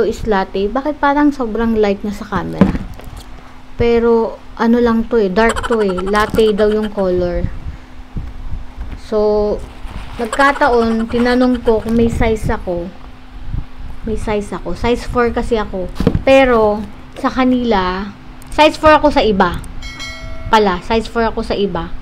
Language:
Filipino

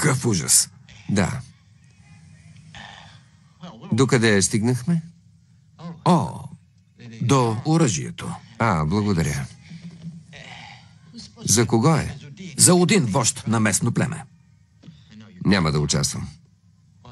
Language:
Bulgarian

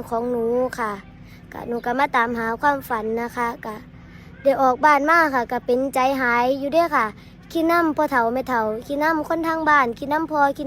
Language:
Northeastern Thai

